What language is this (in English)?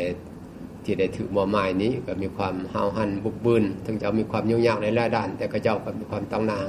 Lao